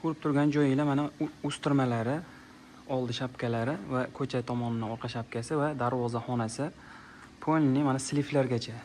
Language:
Uzbek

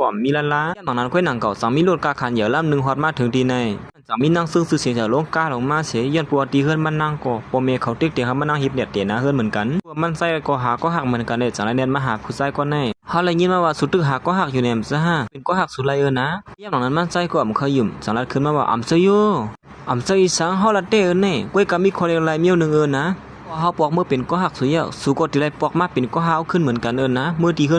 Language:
Shan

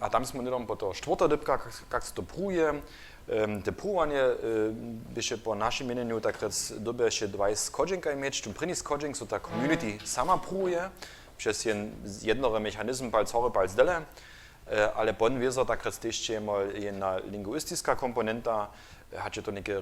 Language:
Upper Sorbian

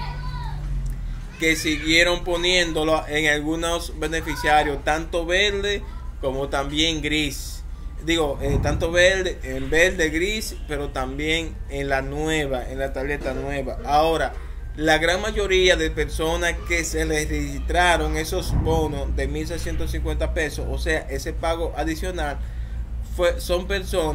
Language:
Spanish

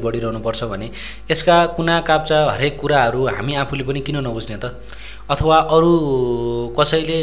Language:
Nepali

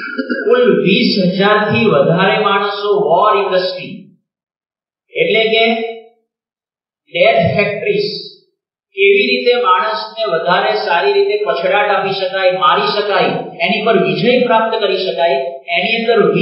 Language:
Gujarati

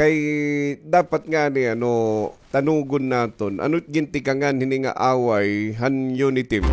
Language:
Waray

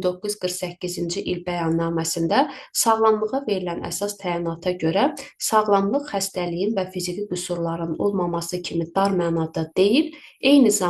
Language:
Azerbaijani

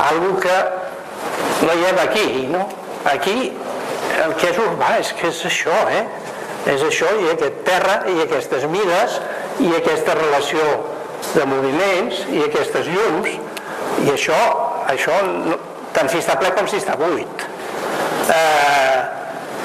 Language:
Catalan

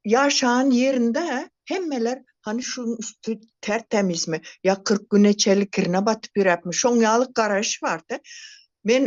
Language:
Turkmen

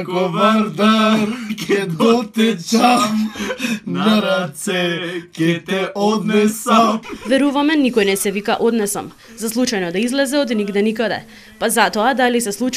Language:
Macedonian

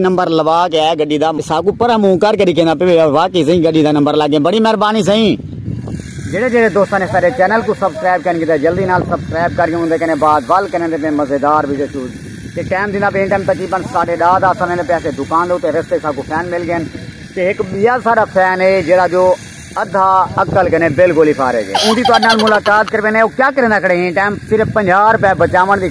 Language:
Saraiki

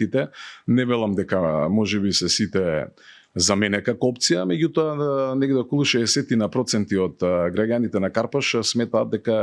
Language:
Macedonian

